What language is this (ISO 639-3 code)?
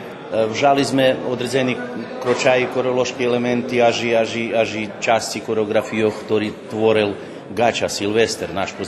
rue